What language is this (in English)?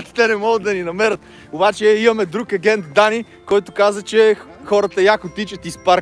Bulgarian